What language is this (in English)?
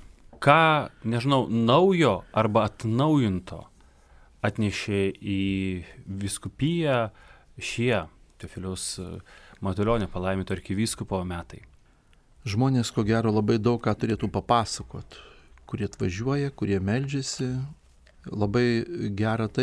Lithuanian